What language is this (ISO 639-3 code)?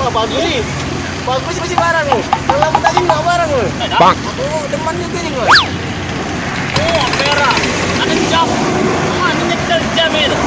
mui